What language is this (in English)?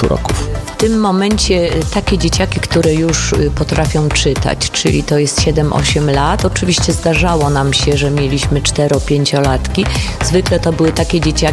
Polish